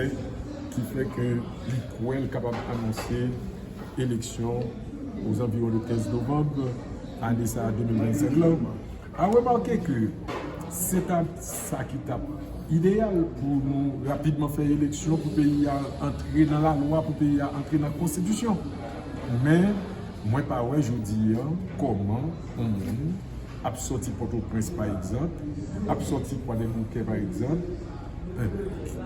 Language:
Haitian Creole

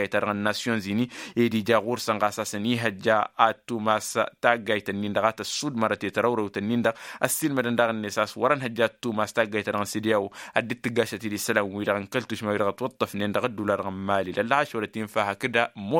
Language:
Tamasheq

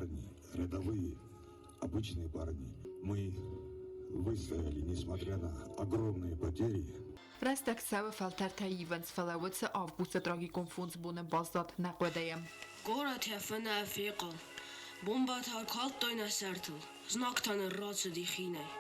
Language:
Ossetic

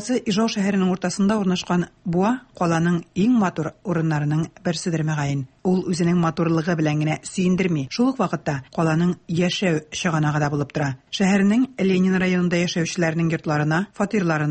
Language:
Tatar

